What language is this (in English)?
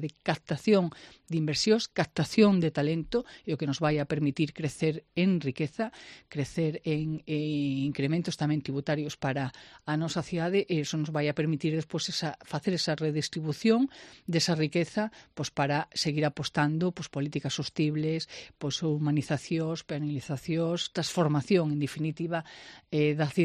Galician